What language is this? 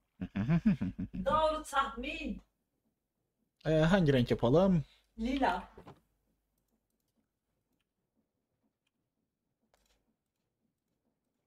Turkish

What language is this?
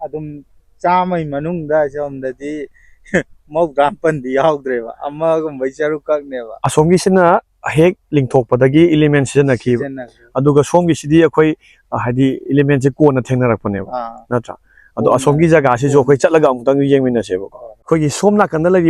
Manipuri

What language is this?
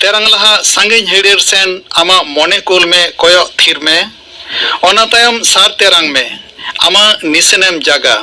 Santali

